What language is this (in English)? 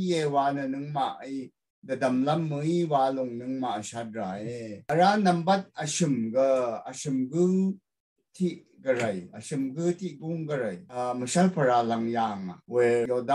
Rawang